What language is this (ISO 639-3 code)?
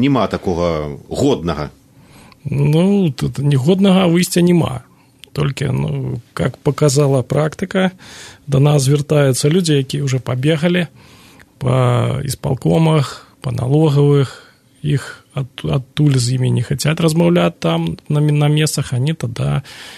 bel